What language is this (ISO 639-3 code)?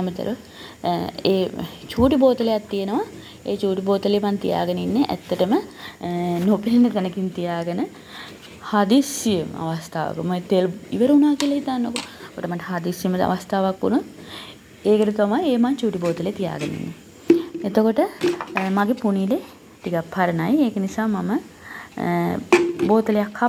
sin